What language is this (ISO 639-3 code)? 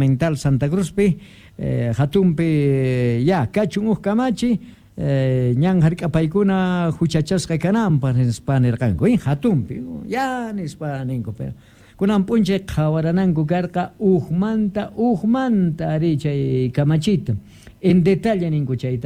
quh